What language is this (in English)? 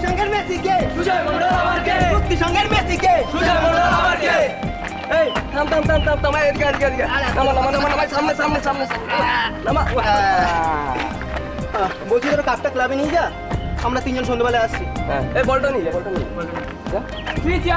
Bangla